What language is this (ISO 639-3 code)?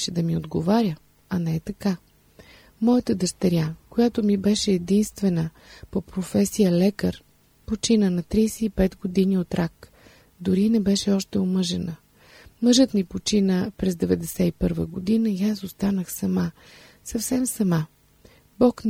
bul